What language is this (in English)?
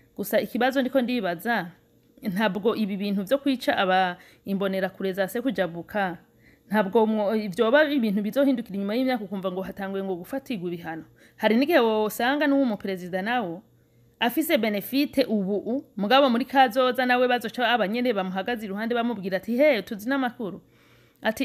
Rundi